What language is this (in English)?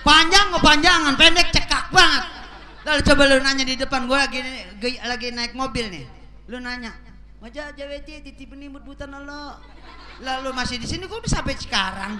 Betawi